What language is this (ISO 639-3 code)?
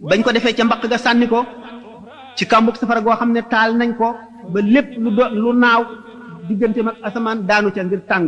wol